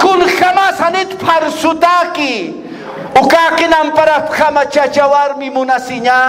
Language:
Aymara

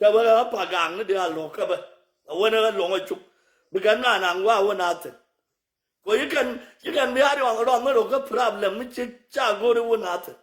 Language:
Nuer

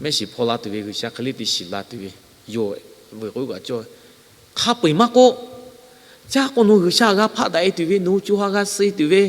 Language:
Lahu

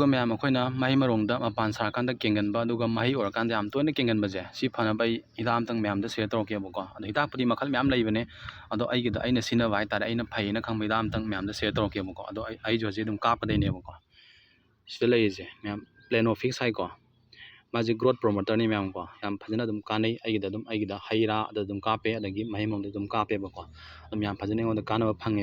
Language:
Manipuri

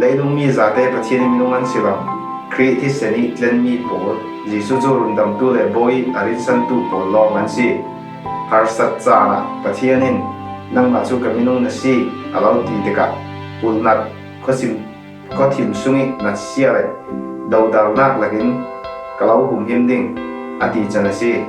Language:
Falam Chin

